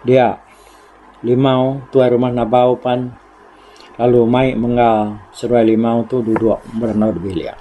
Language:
Iban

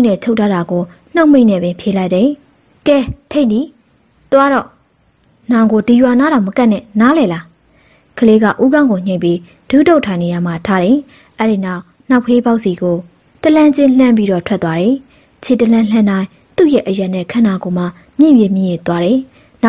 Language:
Burmese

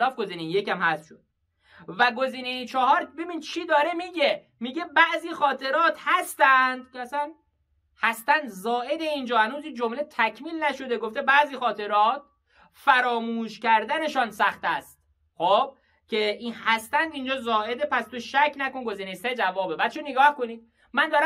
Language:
Persian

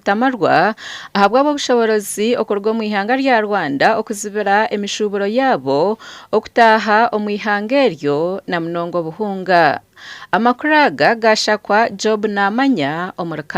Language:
Nyankole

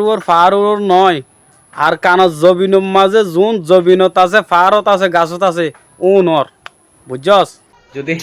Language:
Rohingya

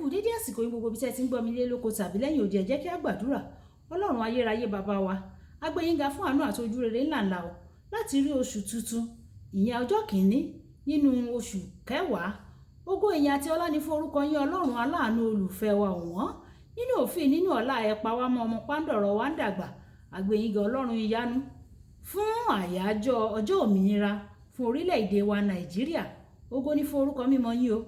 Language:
Yoruba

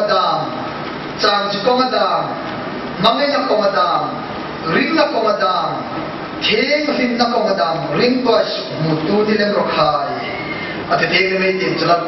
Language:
Hmar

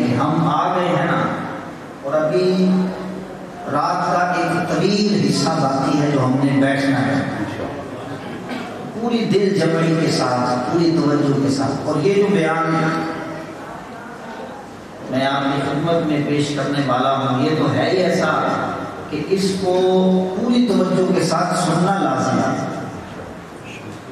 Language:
Urdu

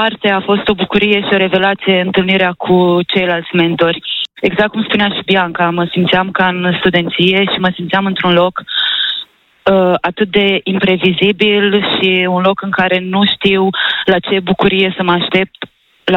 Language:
Romanian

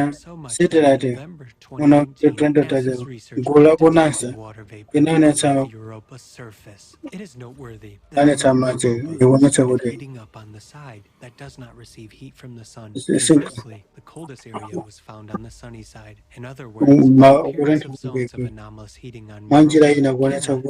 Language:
Nyanja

